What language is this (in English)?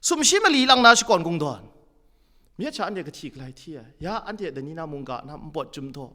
Kachin